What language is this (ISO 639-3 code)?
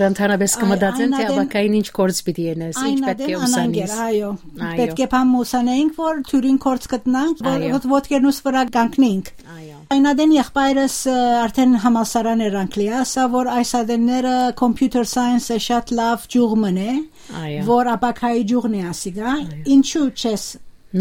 hyw